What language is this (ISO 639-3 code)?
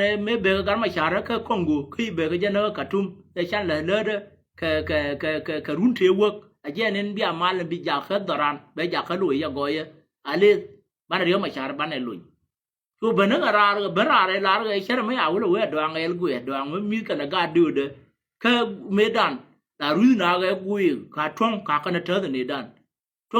nus